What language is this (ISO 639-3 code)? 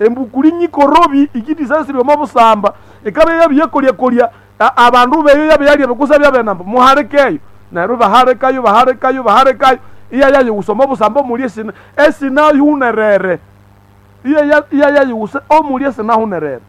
nnb